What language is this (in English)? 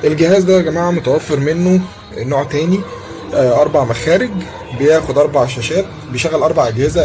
Egyptian Arabic